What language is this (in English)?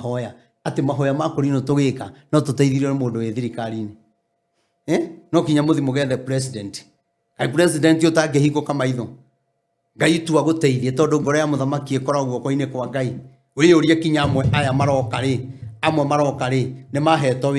Kikuyu